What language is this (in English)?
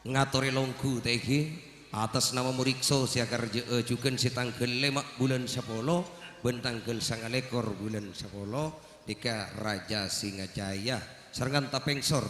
Madurese